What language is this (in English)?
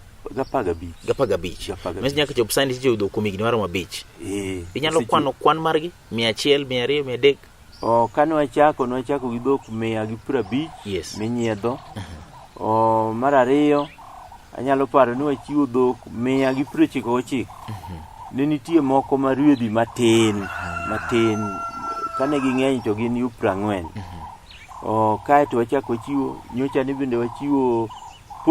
Luo (Kenya and Tanzania)